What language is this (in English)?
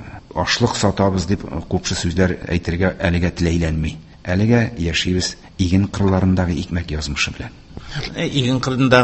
Tatar